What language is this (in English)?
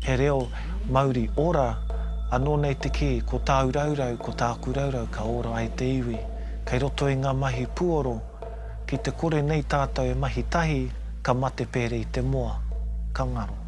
Māori